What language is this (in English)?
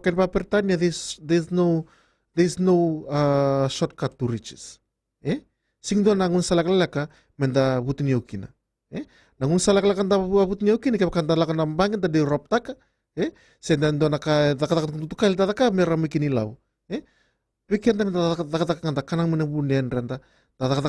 Fijian